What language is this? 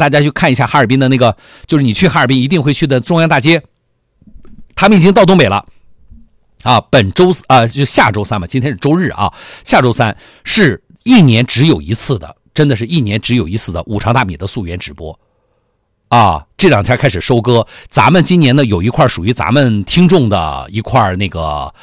Chinese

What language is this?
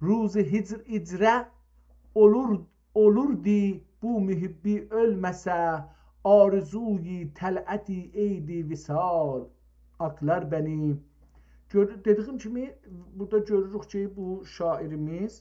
South Azerbaijani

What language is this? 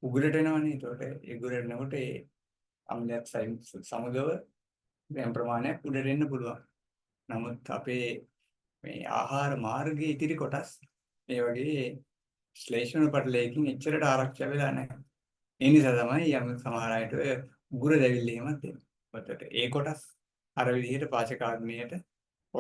Sinhala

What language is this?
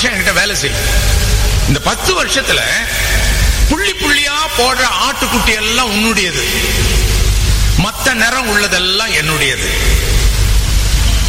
Tamil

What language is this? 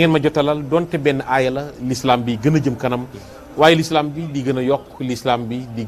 Wolof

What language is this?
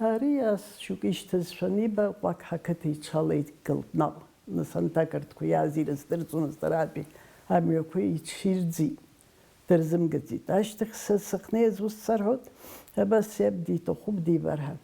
Abkhazian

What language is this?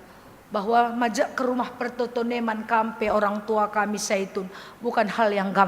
Batak Karo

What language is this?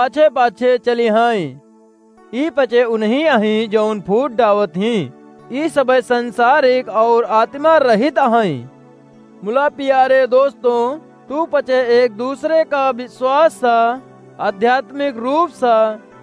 Awadhi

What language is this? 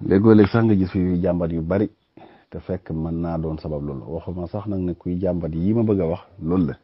Wolof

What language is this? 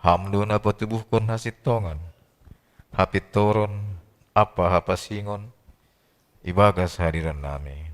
Batak Simalungun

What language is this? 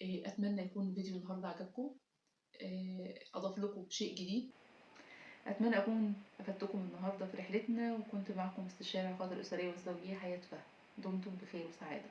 Egyptian Arabic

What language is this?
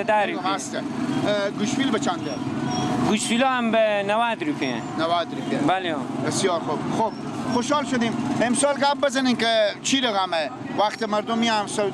Persian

